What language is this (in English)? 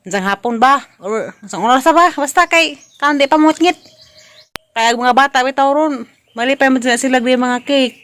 Cebuano